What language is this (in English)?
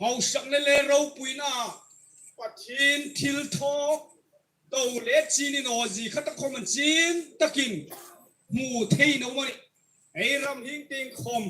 Hmar